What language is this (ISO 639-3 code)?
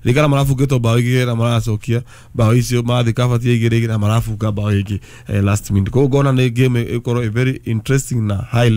kik